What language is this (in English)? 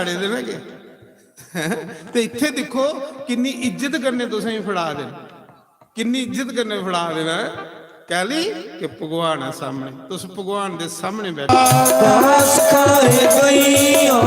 Dogri